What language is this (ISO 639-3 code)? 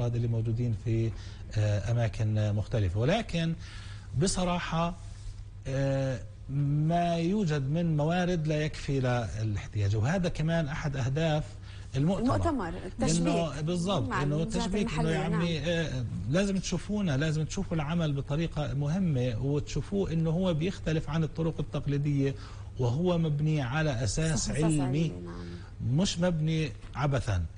apc